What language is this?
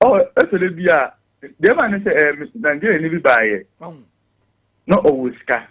Akan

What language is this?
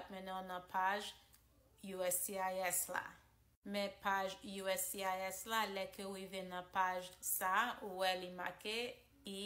Haitian Creole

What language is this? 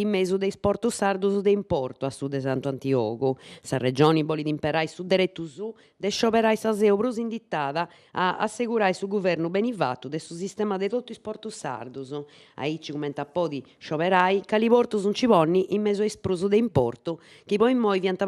Sardinian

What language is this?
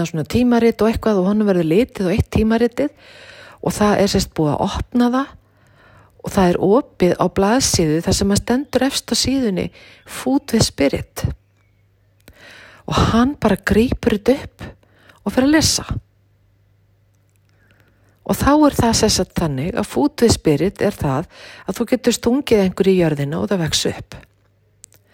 Icelandic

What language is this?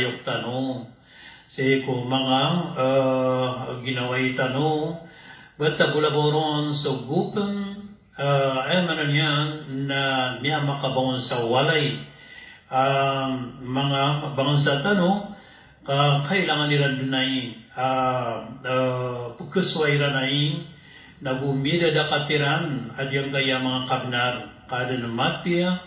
Maranao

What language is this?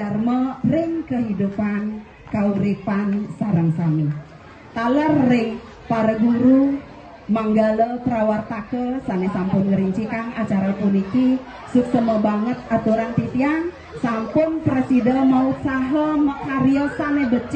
Balinese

